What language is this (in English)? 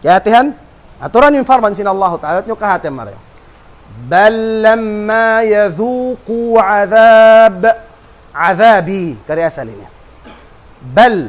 Tausug